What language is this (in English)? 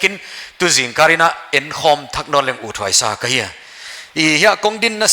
Paite Chin